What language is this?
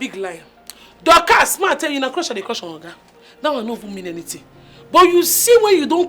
Nigerian Pidgin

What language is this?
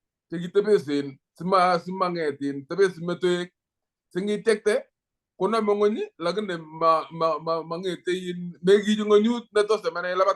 Kalenjin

